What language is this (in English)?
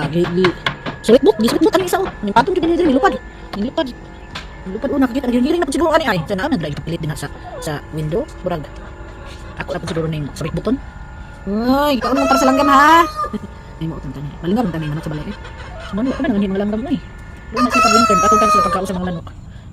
Cebuano